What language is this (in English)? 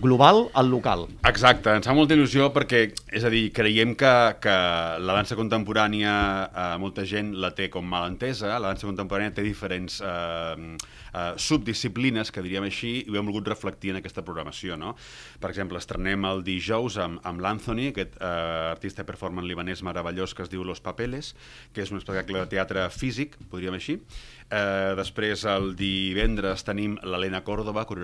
Catalan